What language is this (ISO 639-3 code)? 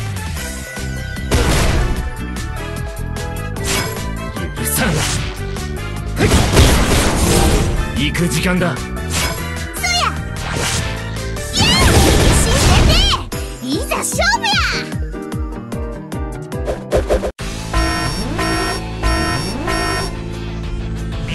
jpn